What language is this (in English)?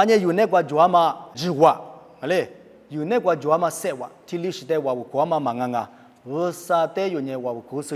Lisu